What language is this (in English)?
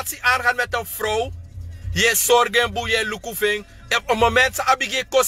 Sranan Tongo